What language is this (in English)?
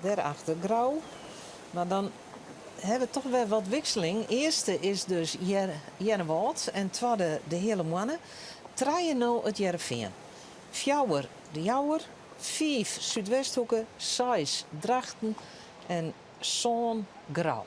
Western Frisian